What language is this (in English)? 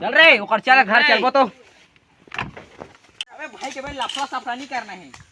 Chhattisgarhi